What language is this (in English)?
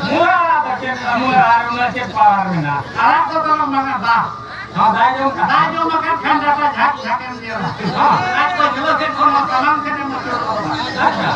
Santali